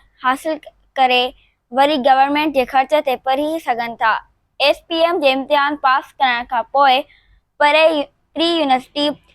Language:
Sindhi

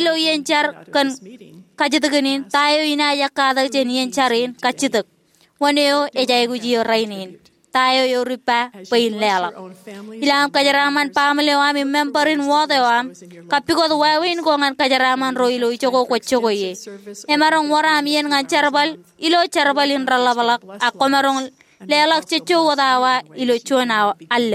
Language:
Marshallese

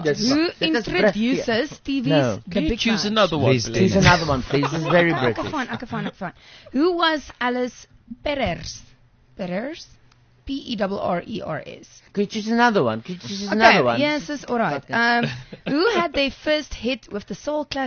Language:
Afrikaans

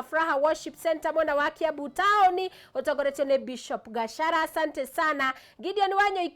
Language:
Kikuyu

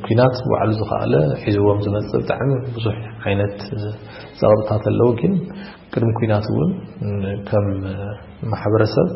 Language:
Tigrinya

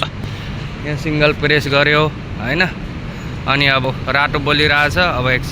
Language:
Nepali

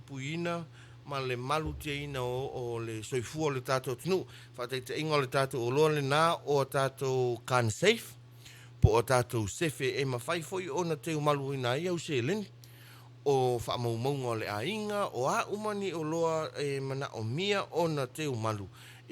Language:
Samoan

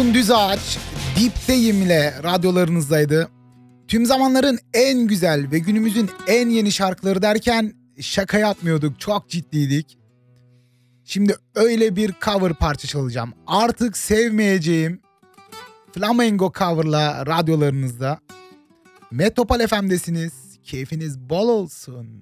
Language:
Turkish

